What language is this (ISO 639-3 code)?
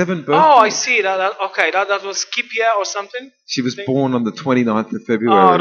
pol